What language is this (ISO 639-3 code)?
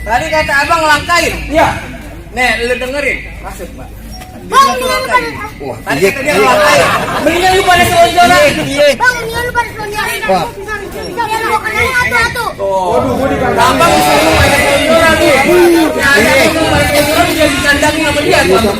bew